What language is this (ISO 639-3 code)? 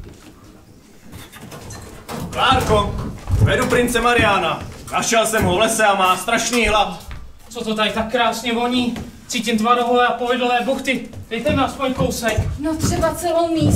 ces